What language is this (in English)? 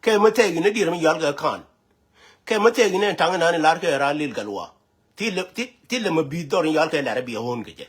Nuer